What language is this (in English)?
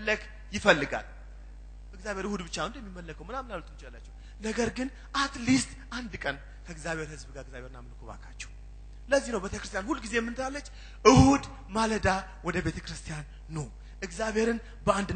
Amharic